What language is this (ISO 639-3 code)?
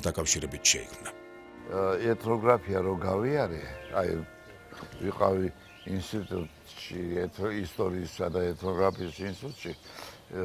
kat